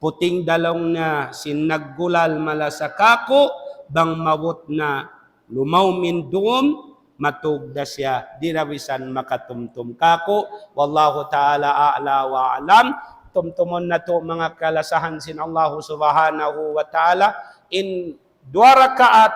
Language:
Tausug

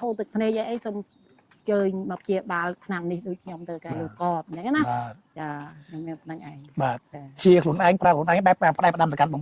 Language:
Khmer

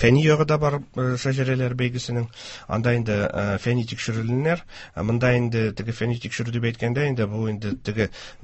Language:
Tatar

